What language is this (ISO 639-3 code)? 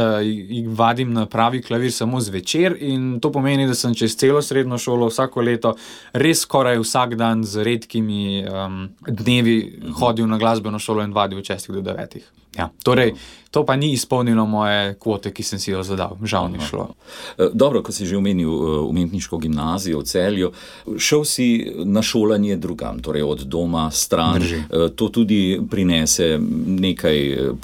slv